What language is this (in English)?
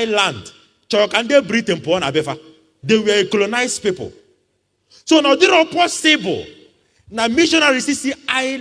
Igbo